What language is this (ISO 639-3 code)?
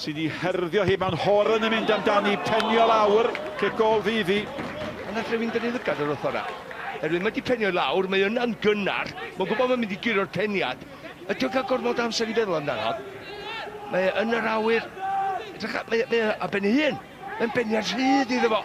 cym